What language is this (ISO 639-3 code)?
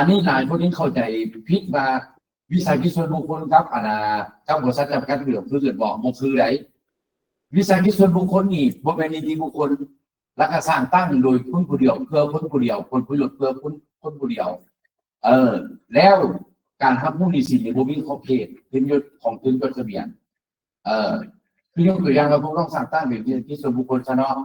lao